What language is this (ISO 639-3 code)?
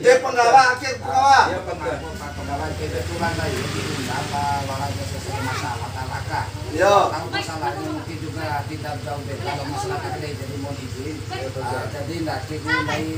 bhp